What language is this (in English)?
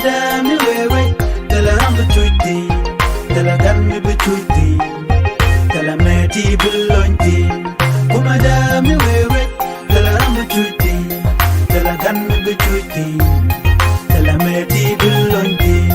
Nuer